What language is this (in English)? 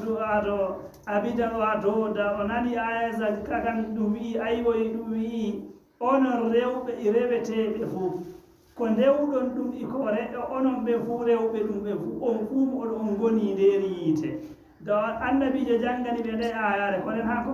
Fula